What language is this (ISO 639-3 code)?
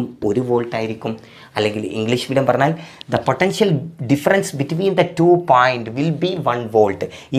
mal